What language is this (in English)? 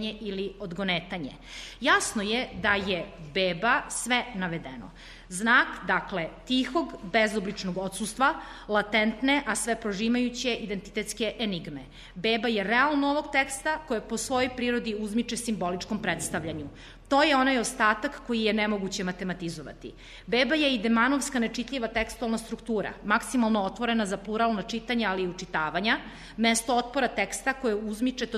Serbian